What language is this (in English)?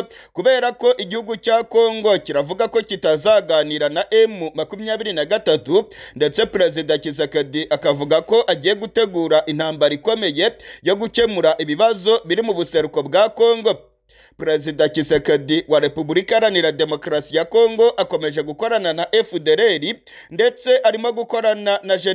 Kinyarwanda